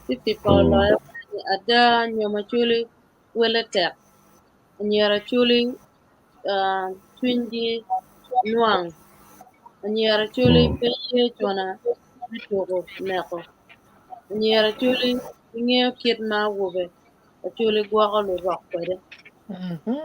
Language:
Acoli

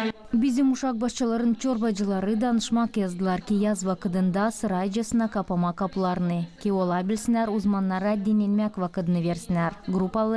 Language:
Gagauz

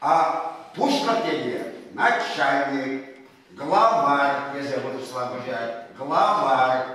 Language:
Chuvash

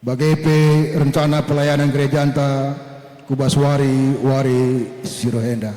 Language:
Batak Karo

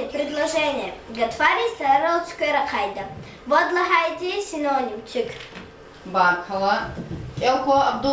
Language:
Lezghian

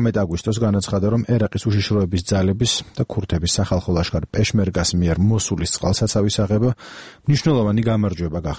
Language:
Georgian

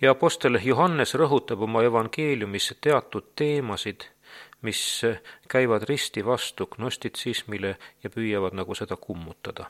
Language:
Estonian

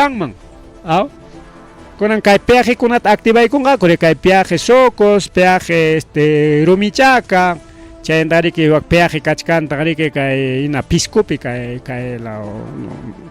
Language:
Ayacucho Quechua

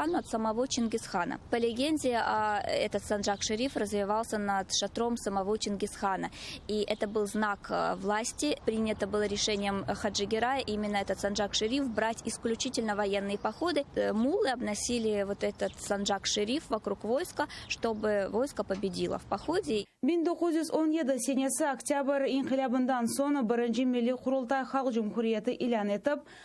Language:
Crimean Tatar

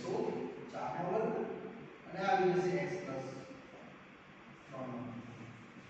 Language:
Gujarati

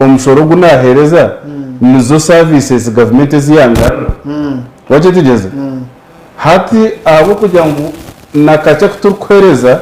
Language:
Nyankole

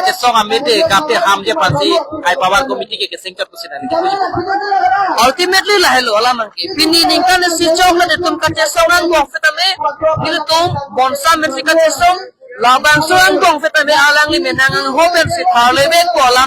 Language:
Karbi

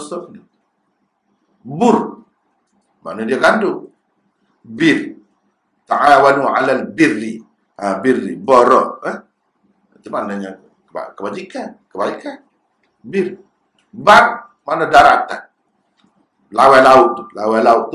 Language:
Malay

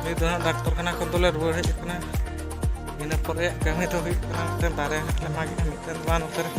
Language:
Santali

